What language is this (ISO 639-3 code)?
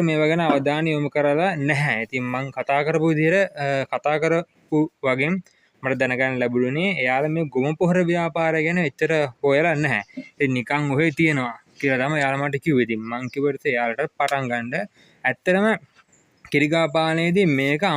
sin